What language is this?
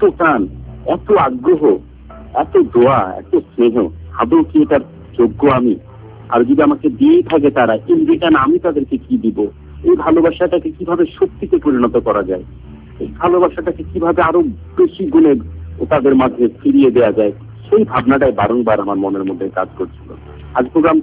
Bangla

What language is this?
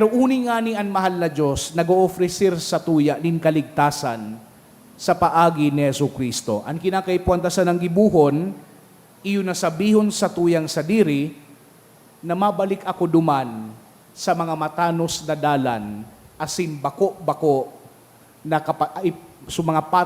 Bikol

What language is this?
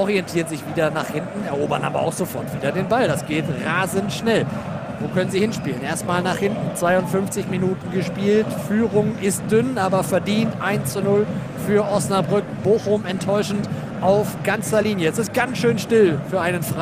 German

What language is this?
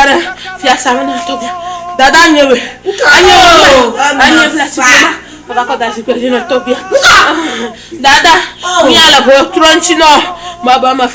Ewe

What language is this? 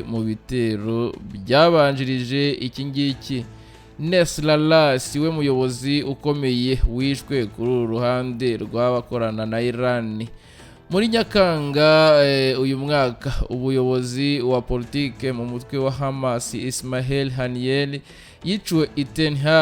Kinyarwanda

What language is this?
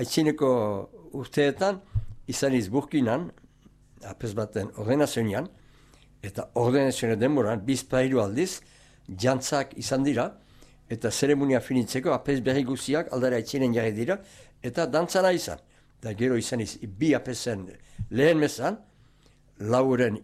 Basque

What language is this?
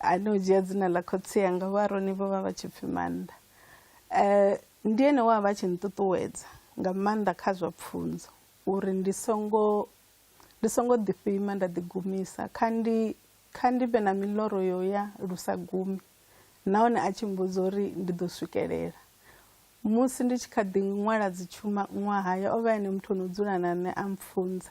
Venda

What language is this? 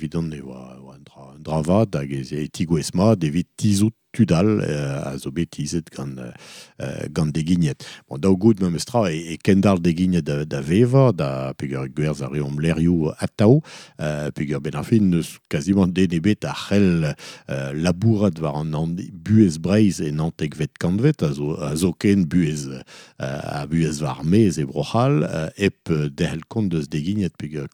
Breton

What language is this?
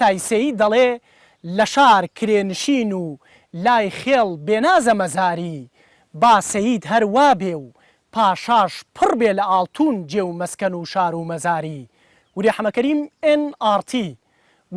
Central Kurdish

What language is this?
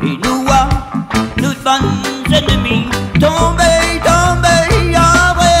Réunion Creole French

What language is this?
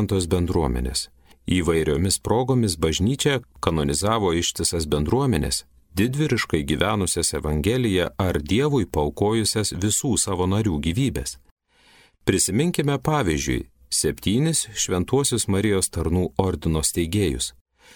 Lithuanian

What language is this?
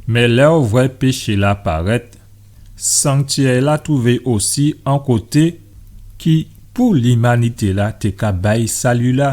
Guadeloupean Creole French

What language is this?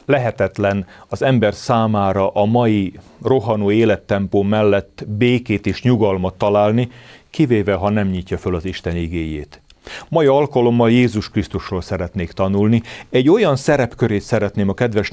Hungarian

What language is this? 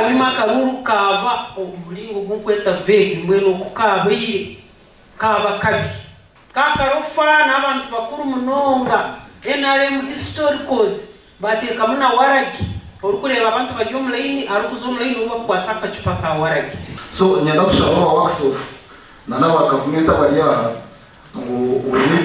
Nyankole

